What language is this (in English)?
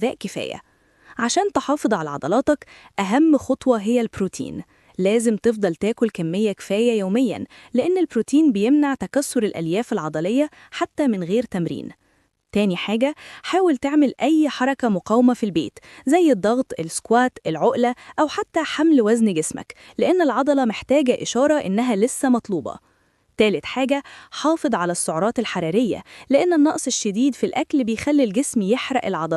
Egyptian Arabic